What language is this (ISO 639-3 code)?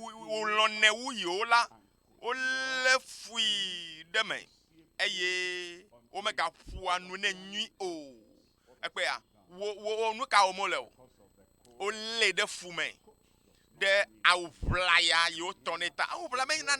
ewe